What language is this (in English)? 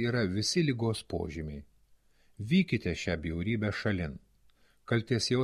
Lithuanian